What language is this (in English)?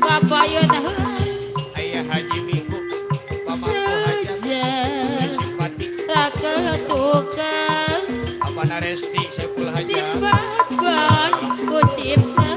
Betawi